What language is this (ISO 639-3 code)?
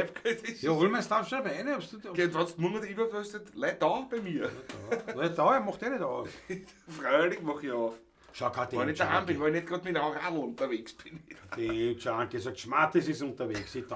bar